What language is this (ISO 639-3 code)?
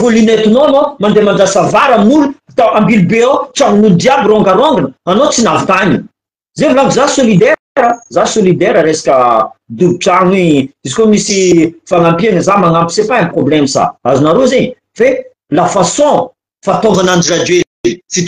mlg